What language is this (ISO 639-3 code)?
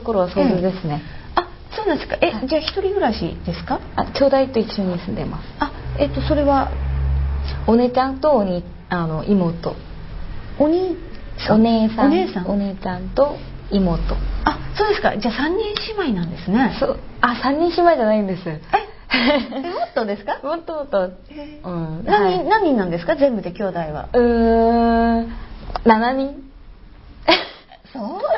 jpn